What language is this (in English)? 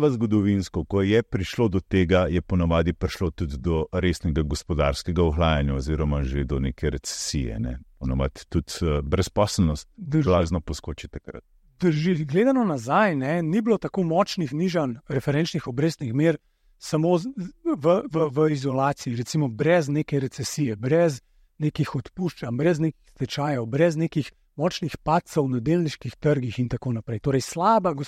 Slovenian